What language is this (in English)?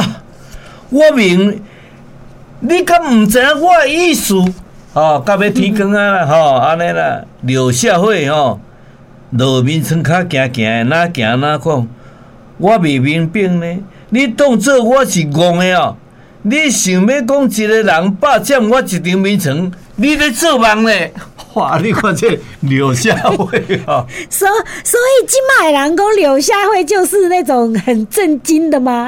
Min Nan Chinese